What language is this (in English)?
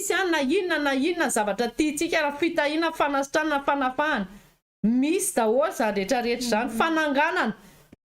Malagasy